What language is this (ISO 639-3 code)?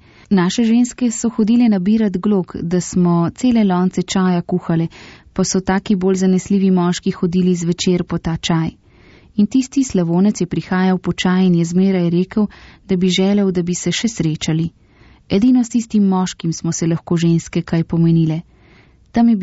slv